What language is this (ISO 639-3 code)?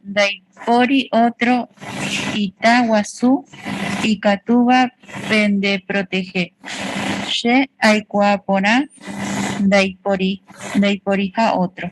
grn